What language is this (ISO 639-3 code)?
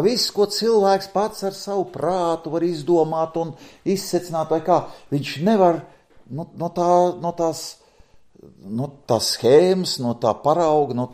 lav